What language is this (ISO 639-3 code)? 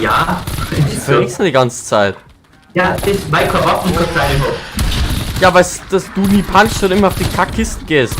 bar